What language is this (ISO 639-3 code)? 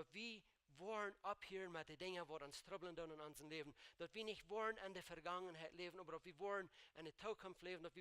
pdt